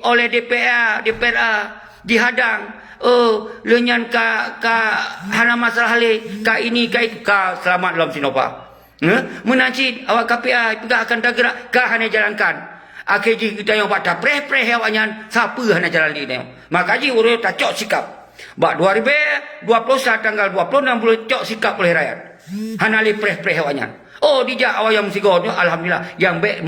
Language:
Achinese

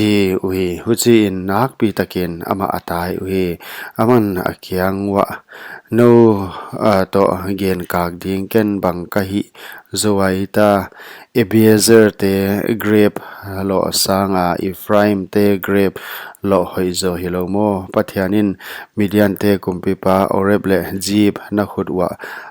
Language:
Paite Chin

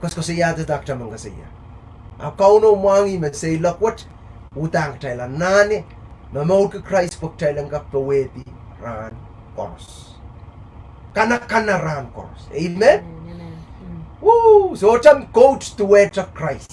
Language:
Pohnpeian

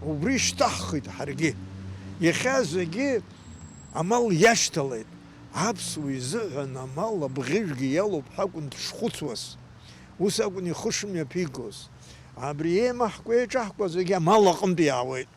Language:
Abkhazian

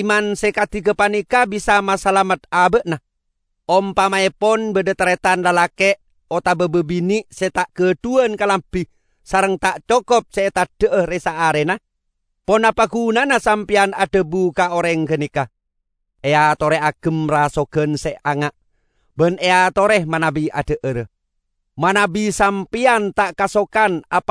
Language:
Madurese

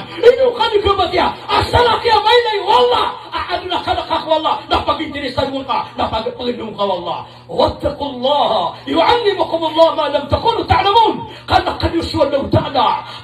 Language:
Maranao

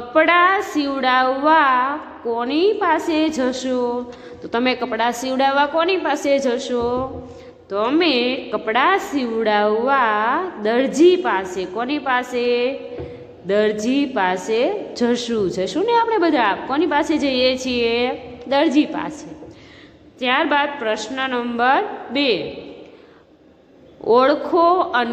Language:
Gujarati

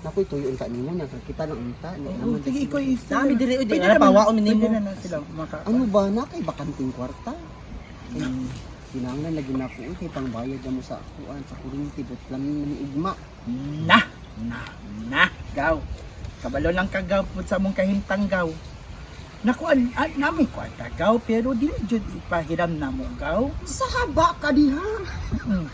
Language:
Cebuano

